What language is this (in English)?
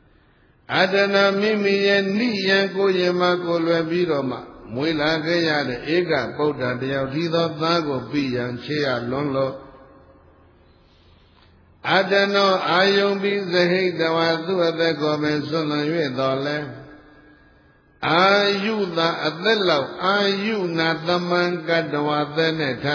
Burmese